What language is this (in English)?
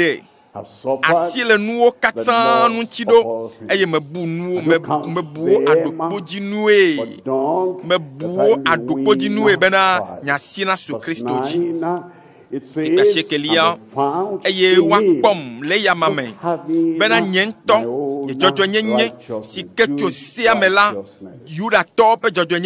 Ewe